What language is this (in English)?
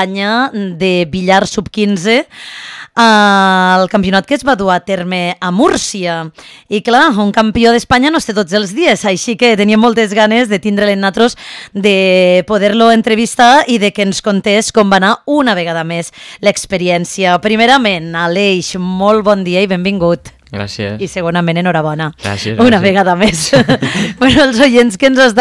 Catalan